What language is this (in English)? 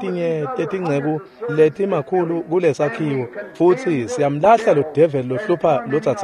Swati